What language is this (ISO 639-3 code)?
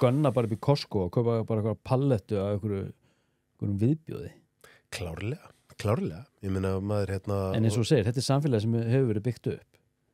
isl